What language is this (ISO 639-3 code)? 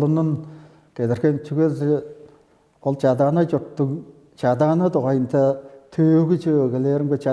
tyv